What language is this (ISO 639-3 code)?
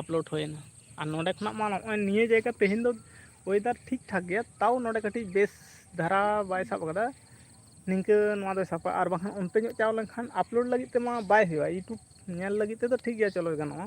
sat